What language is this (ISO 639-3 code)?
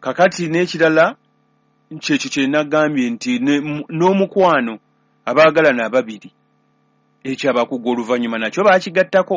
lug